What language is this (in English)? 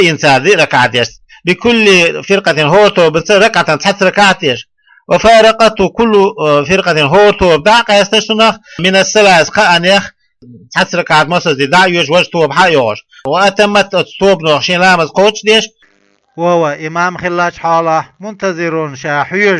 Chechen